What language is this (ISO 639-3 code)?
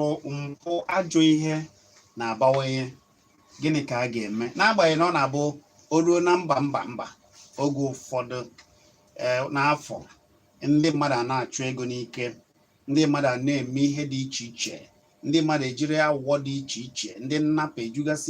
ibo